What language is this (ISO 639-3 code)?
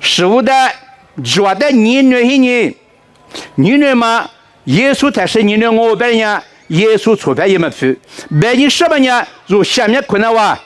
lis